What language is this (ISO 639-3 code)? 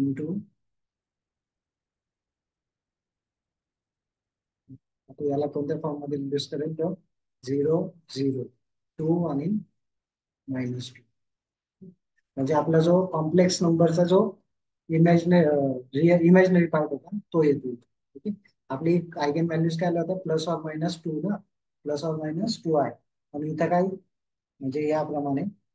mar